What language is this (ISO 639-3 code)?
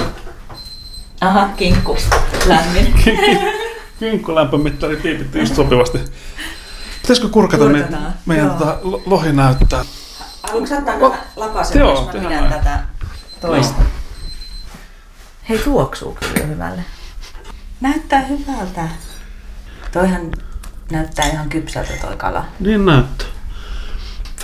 fin